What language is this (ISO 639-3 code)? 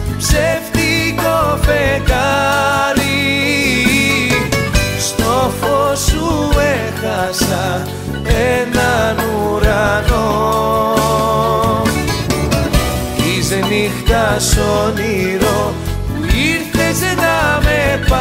ell